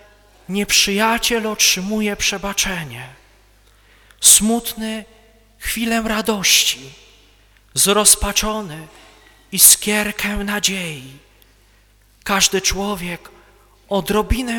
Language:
Polish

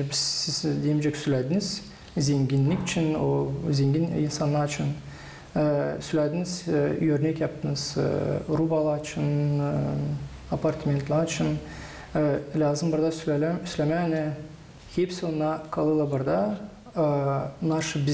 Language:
Gagauz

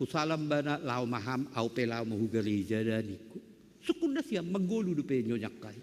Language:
Batak Simalungun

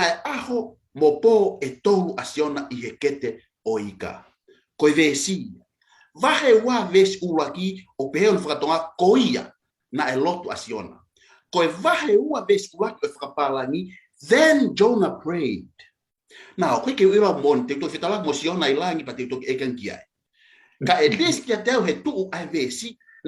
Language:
Tongan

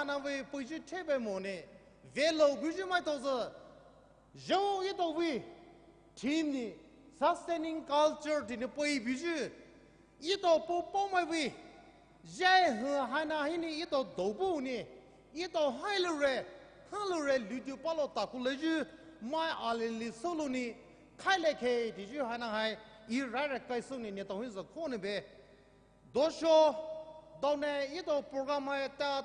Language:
Poumei Naga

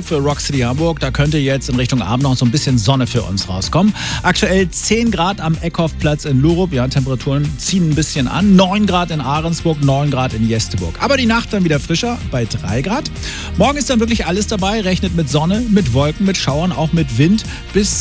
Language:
German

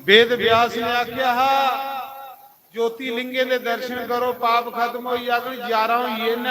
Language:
Dogri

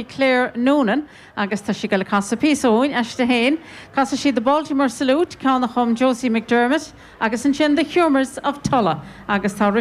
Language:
Irish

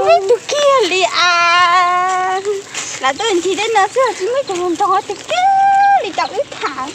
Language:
Hmong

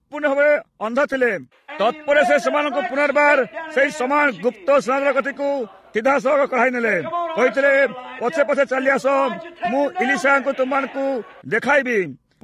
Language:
Odia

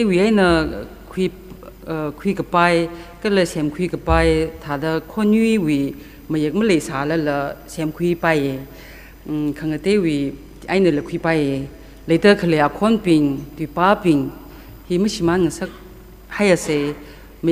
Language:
Tangkhul Naga (India)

